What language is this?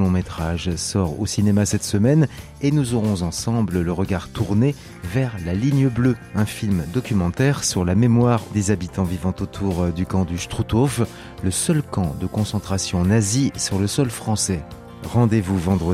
French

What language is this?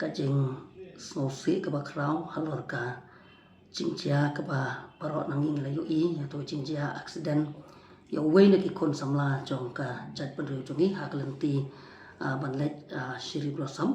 Khasi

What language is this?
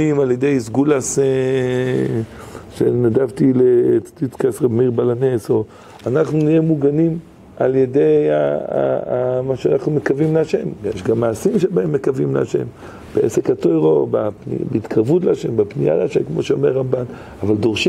Hebrew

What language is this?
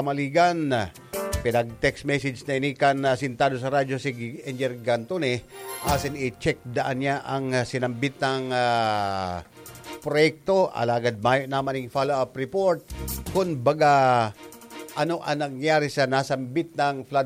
Bikol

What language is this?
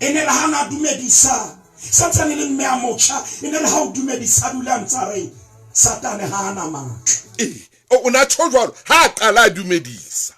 Southern Sotho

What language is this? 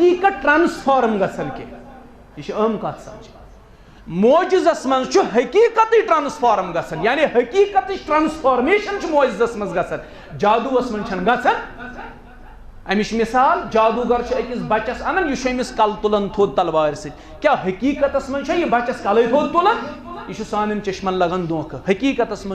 Kashmiri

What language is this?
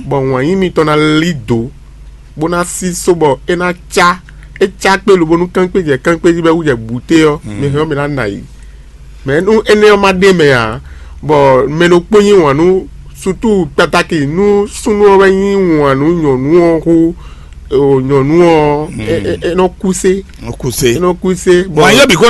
Fon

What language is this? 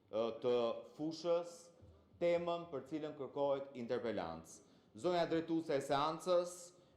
Albanian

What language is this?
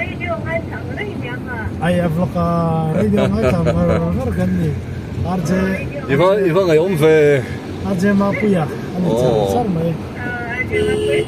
Mizo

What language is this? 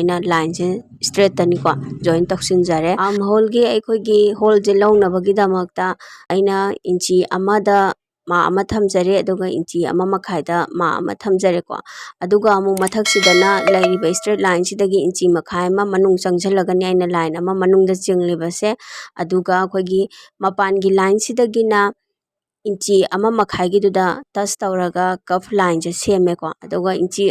Manipuri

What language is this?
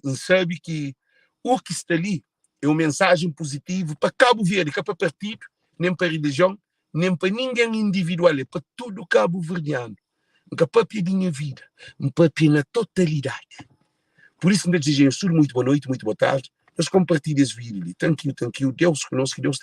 Kabuverdianu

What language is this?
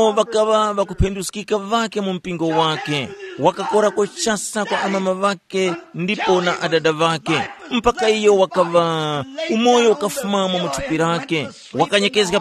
Tumbuka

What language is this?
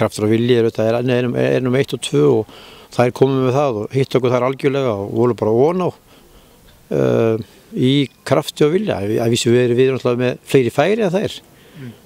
Icelandic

